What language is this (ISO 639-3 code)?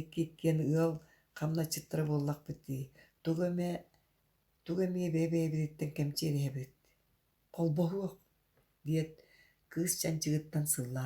sah